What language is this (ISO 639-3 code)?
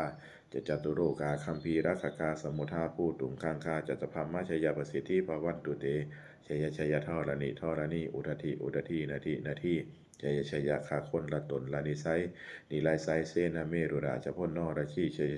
pli